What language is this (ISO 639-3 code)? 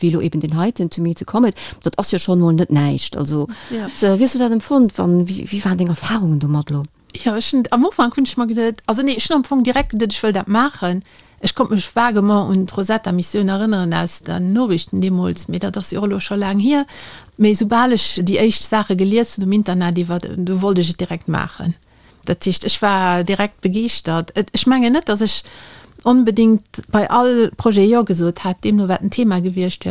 ltz